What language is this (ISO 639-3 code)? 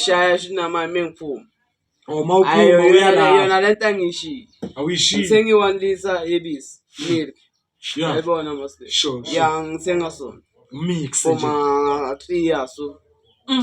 zul